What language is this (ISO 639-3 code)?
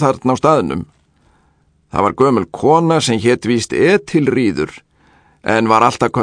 isl